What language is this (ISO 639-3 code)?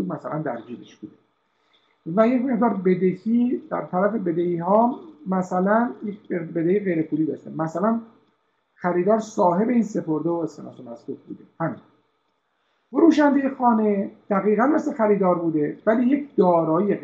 fas